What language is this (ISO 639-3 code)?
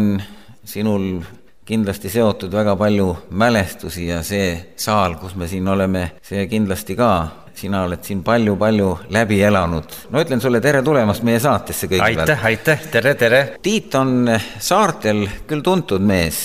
est